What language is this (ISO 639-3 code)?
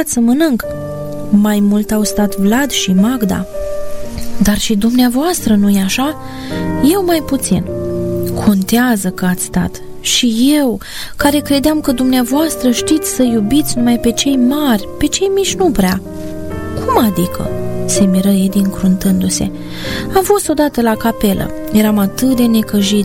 ron